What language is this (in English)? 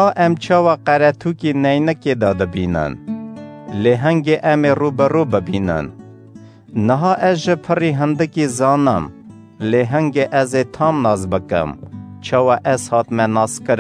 Kurdish